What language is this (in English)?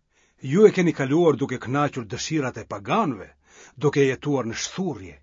Albanian